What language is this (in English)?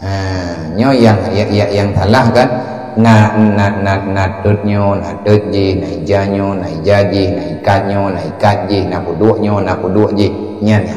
Achinese